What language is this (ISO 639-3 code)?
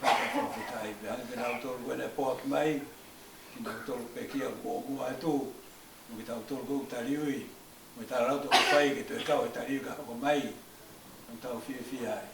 ton